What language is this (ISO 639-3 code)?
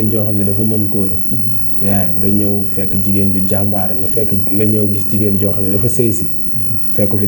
wol